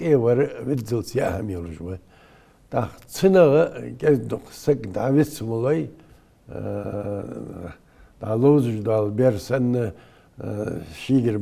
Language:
Ingush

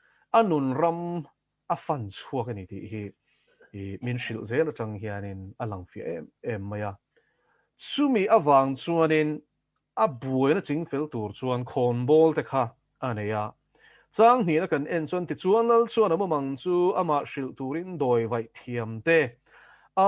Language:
Mizo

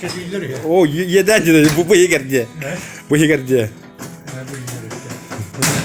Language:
Yakut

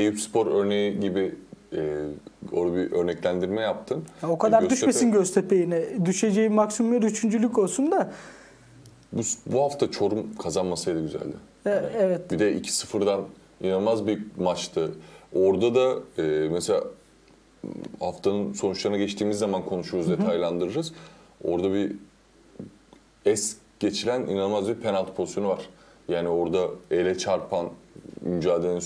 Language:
Turkish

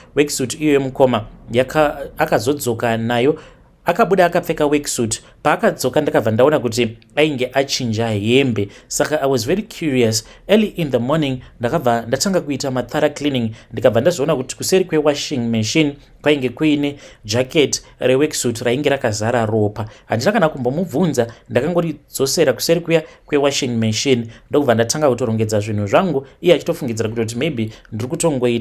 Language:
Shona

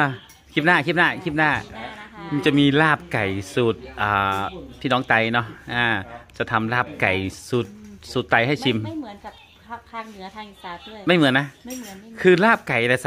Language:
Thai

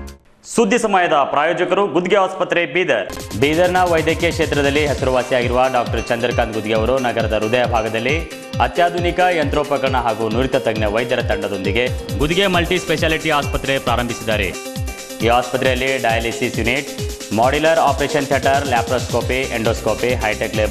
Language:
Kannada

